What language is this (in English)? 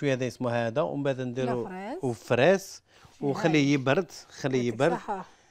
Algerian Arabic